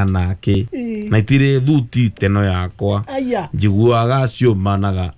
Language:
Kikuyu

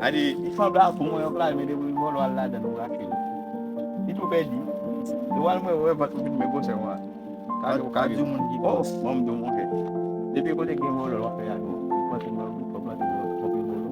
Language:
Haitian Creole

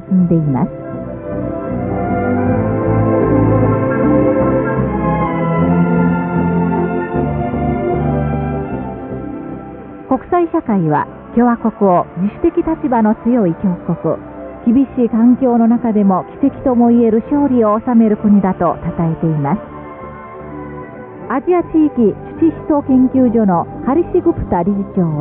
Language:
Japanese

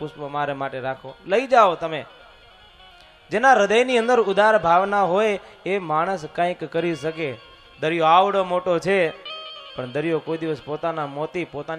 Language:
Gujarati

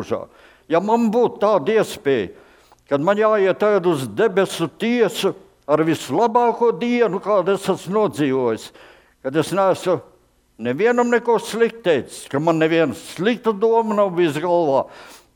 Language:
Latvian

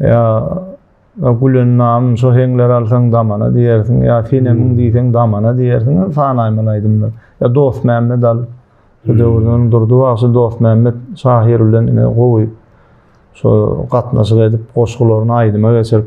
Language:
Turkmen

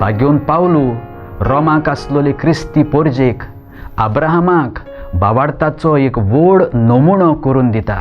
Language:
Konkani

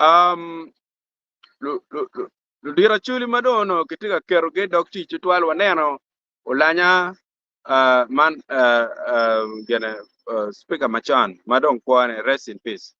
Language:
Acoli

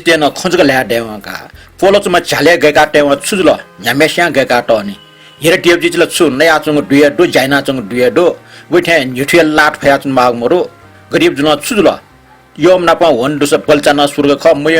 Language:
Newari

